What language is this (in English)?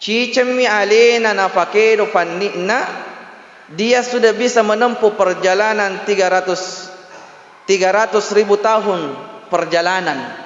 Buginese